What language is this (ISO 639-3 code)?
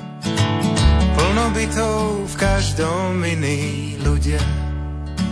slk